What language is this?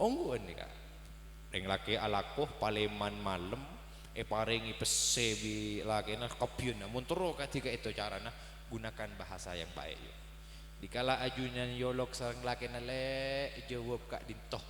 Madurese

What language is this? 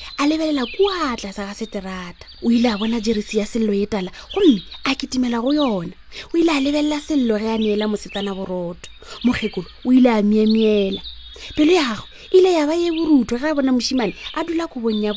Northern Sotho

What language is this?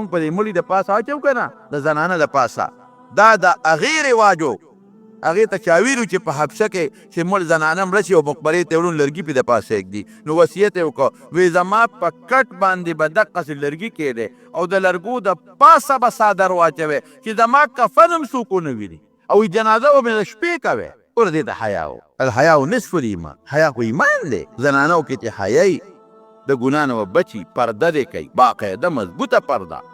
Pashto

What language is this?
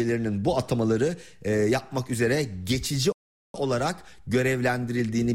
Turkish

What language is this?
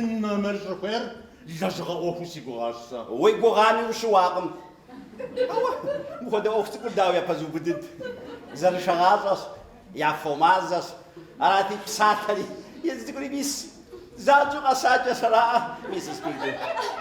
Kabardian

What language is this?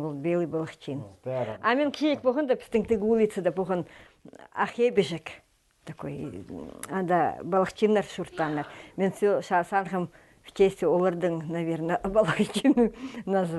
Khakas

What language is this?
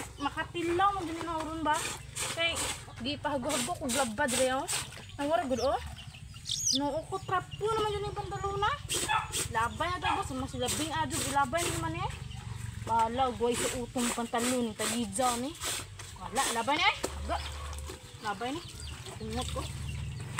Cebuano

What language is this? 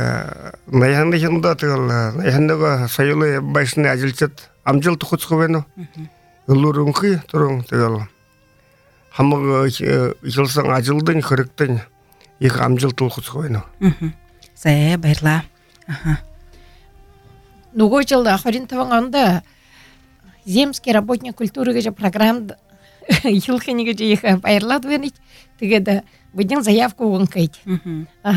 Buriat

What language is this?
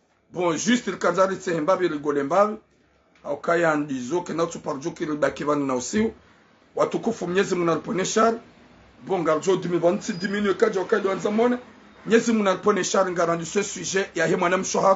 Ngazidja Comorian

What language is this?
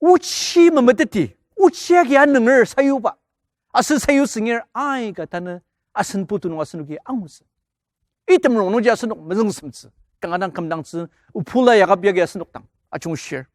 Ao Naga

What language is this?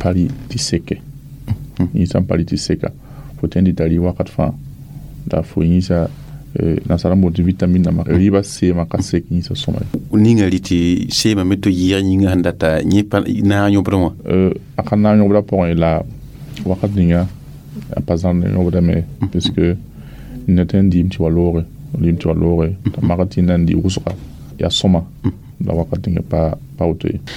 Mossi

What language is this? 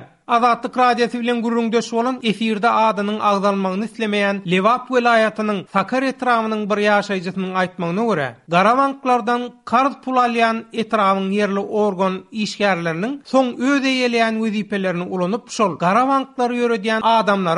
Turkmen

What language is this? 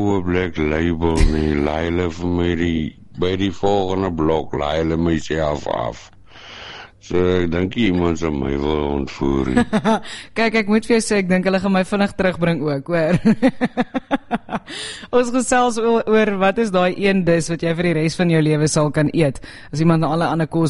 Afrikaans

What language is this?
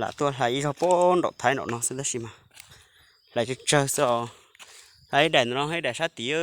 Hmong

